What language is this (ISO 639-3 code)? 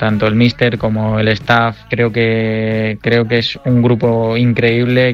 spa